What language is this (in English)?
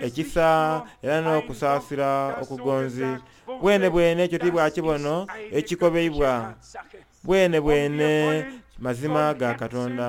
Soga